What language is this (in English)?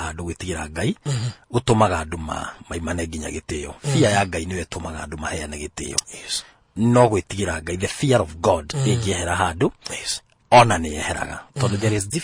Kikuyu